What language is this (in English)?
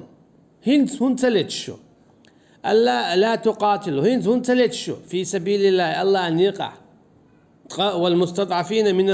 Chechen